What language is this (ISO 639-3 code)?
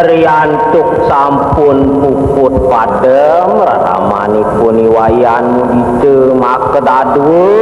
ban